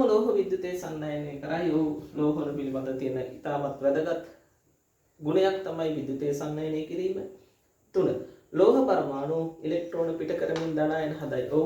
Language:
Sinhala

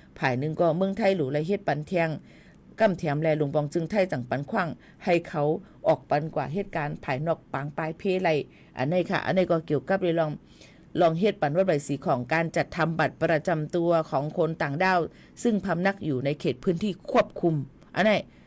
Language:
Shan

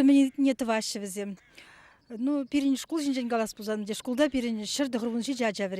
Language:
Chuvash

